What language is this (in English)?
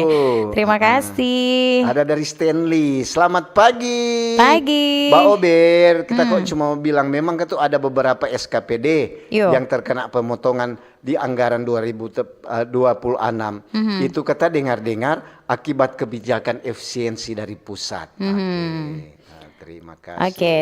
Manado Malay